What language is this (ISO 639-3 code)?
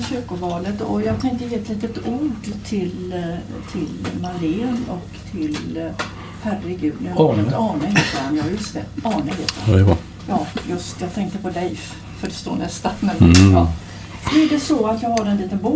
swe